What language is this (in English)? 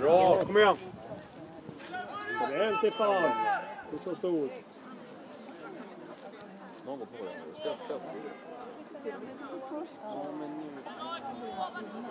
Swedish